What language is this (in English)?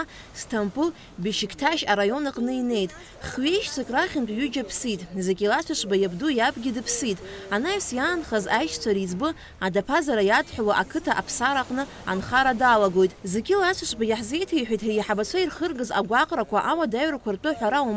Abkhazian